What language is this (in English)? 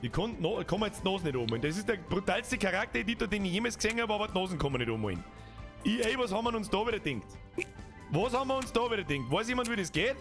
Bavarian